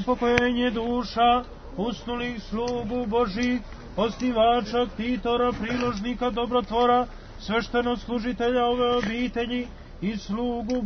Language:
Serbian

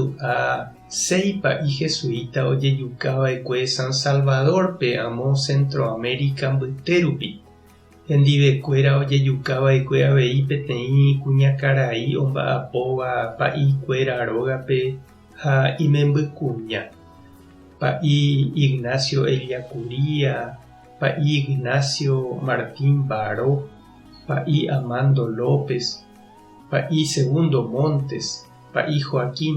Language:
Guarani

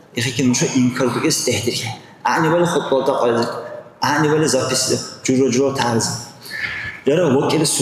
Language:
Dargwa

